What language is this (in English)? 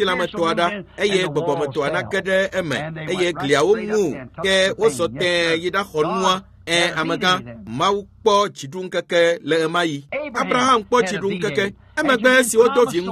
Ewe